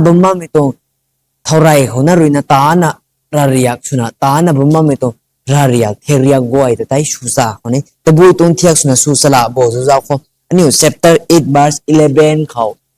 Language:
Rongmei Naga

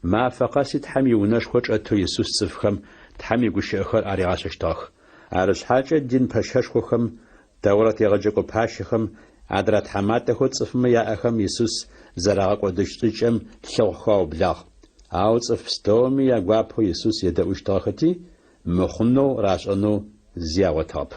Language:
Adyghe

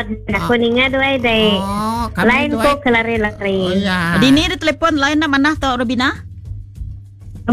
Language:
Iban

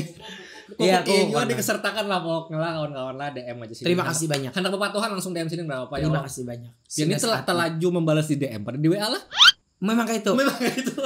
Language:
Banjar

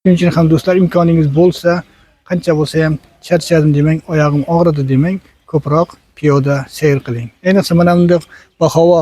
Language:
Uzbek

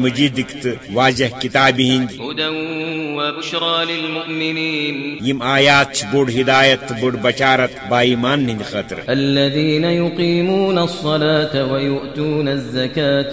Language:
Kashmiri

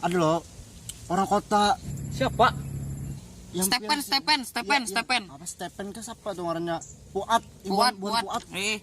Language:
Banjar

